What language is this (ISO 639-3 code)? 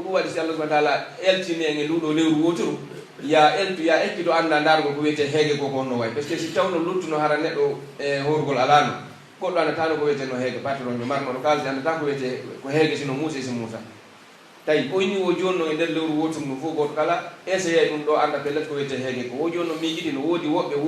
fuf